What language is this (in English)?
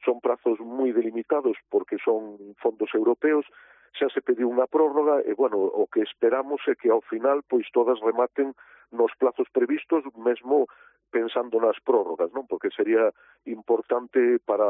Galician